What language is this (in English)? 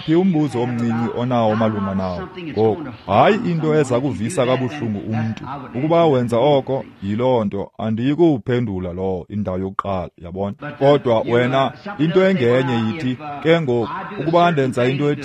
Xhosa